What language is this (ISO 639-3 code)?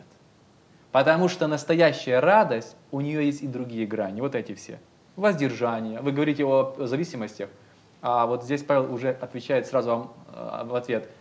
rus